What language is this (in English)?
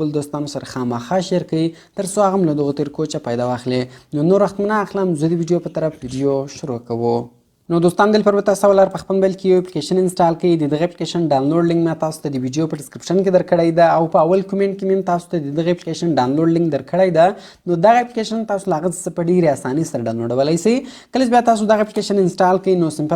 Pashto